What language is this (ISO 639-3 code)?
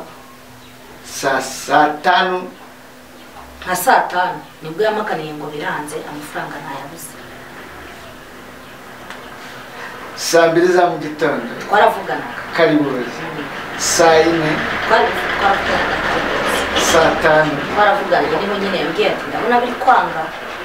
kin